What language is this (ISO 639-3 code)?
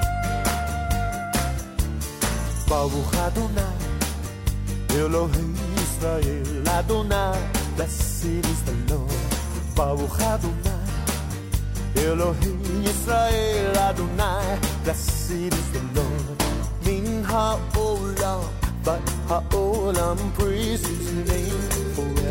est